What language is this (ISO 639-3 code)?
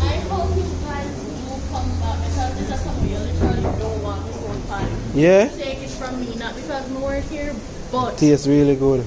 jam